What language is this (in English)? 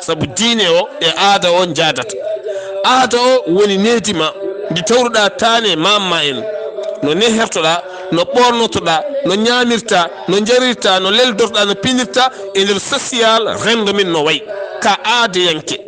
Fula